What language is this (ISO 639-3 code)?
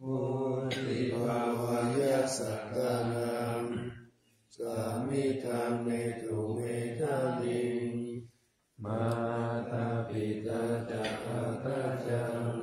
pli